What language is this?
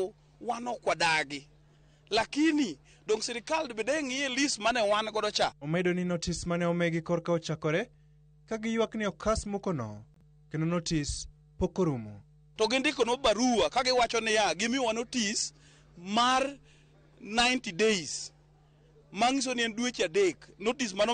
Luo (Kenya and Tanzania)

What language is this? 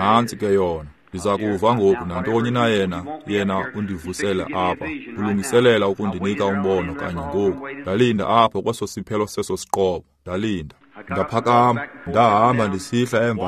Xhosa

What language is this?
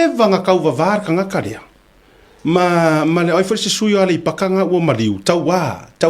Samoan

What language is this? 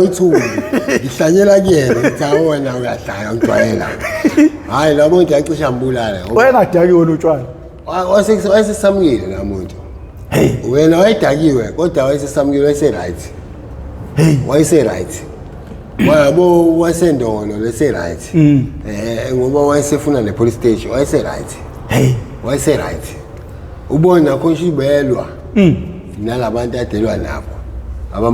Zulu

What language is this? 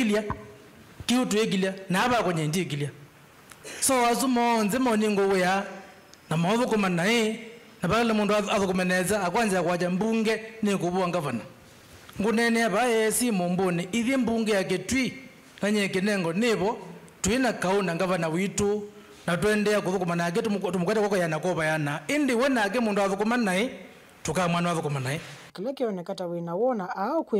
Kamba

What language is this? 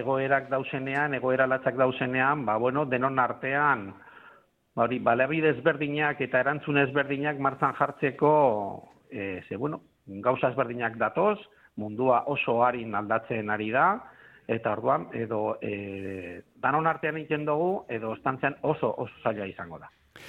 Basque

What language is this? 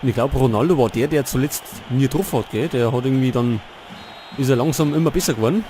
Bavarian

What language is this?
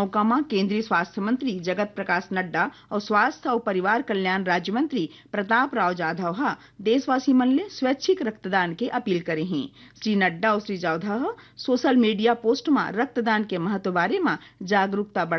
Chhattisgarhi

